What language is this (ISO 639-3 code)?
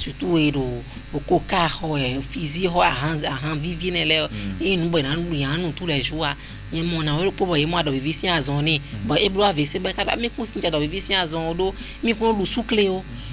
fon